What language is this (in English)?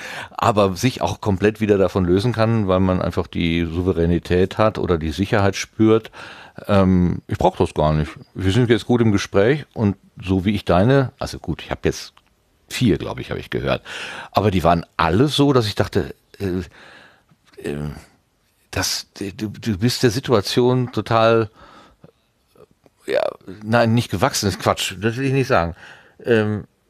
German